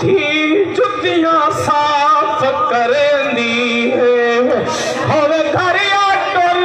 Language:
Saraiki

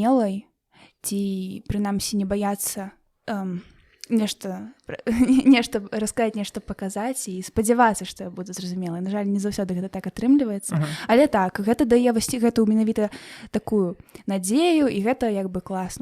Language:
Belarusian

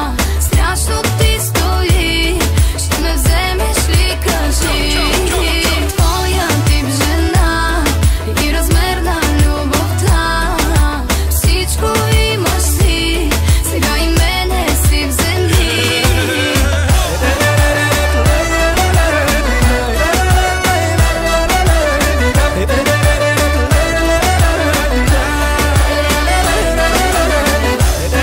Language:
Bulgarian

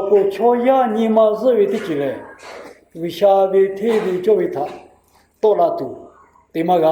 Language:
Lahu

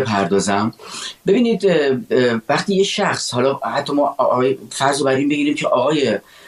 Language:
Persian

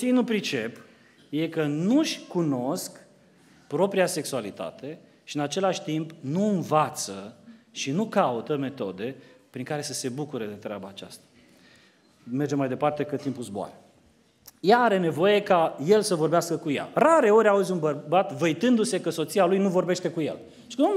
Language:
Romanian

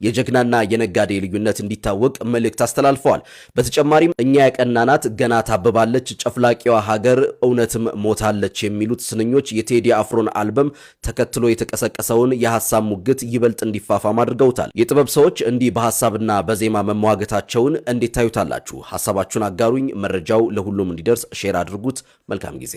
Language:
Amharic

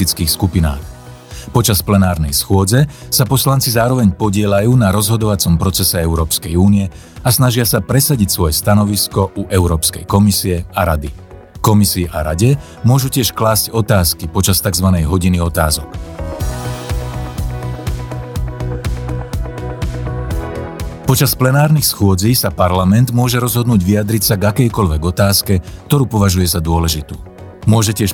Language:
Slovak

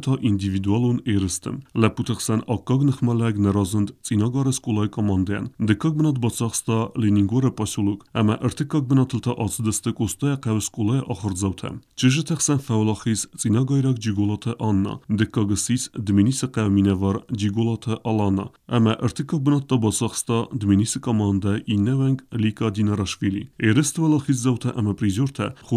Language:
Ossetic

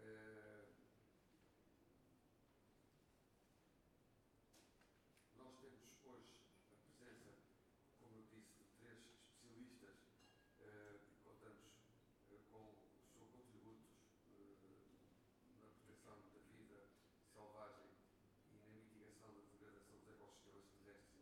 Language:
Portuguese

